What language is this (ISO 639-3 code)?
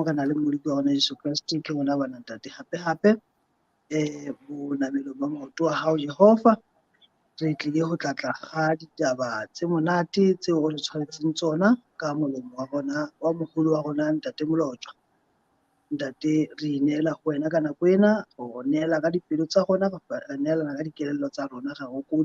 sot